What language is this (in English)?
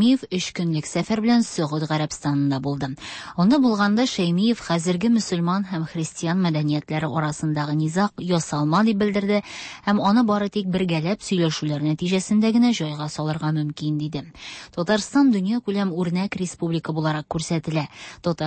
Tatar